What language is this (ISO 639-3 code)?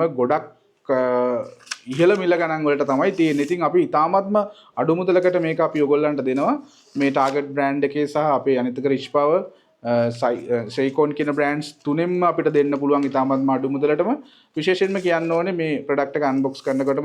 sin